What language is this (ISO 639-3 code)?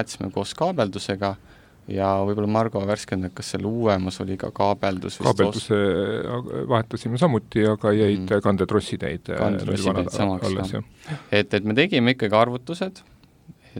est